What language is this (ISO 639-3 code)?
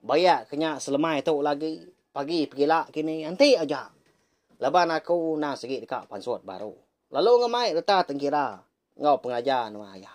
iba